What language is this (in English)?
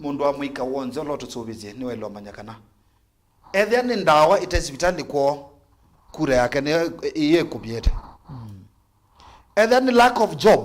Kamba